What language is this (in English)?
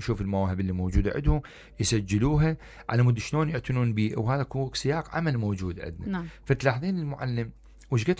Mesopotamian Arabic